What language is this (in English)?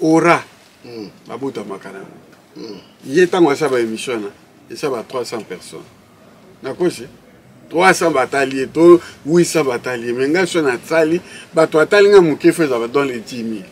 Lingala